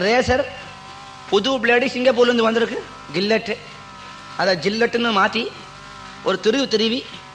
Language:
Tamil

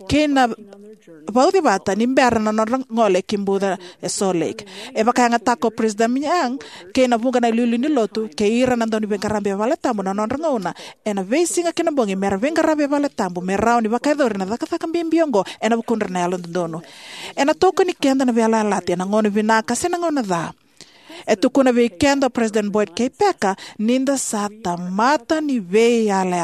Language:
Fijian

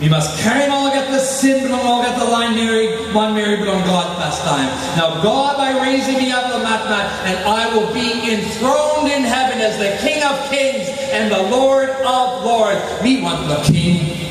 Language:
Tok Pisin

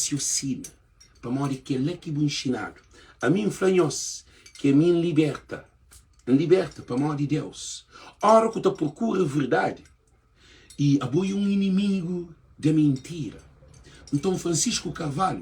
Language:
Kabuverdianu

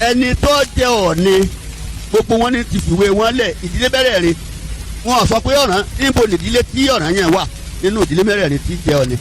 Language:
Yoruba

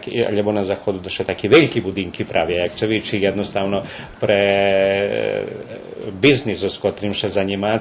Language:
Rusyn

